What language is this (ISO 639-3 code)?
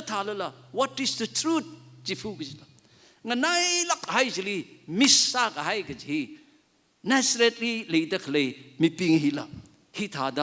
nmf